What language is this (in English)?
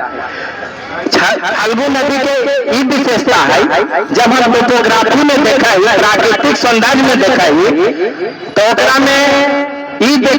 Magahi